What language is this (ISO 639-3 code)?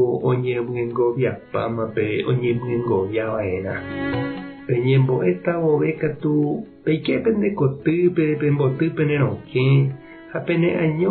grn